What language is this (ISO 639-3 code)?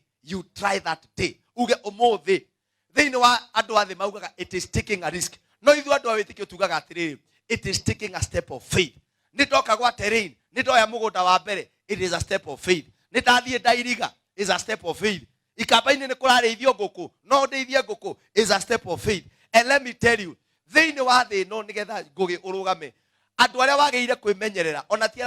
kik